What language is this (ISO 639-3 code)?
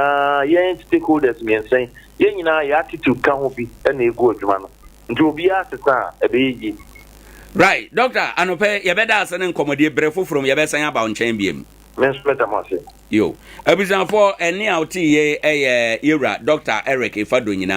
aka